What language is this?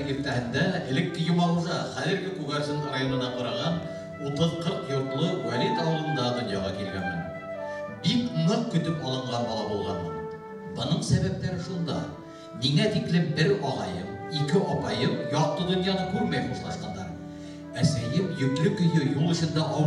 Bashkir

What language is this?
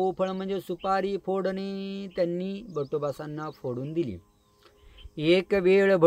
Marathi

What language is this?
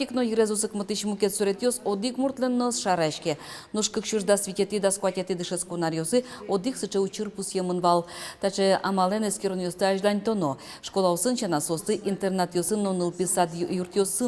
Udmurt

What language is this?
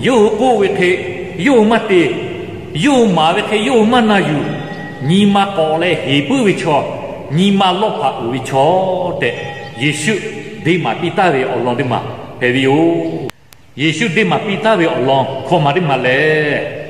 Lahu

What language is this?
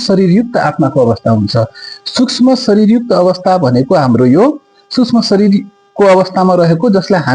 Nepali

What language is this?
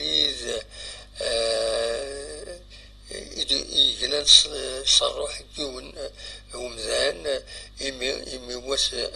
Kabyle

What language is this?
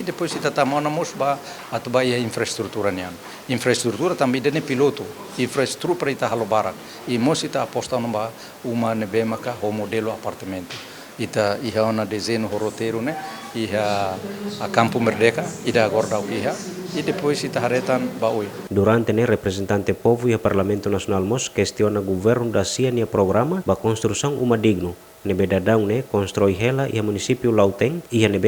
Tetum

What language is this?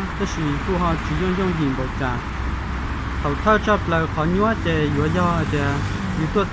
Hmong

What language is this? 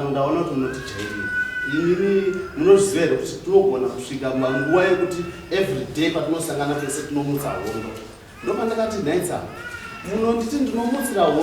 Shona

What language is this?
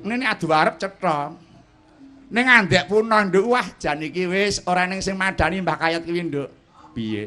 Javanese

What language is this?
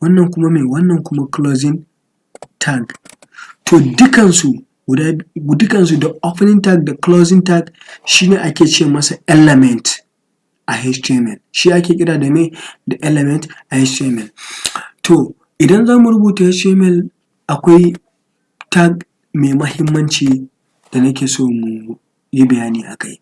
Hausa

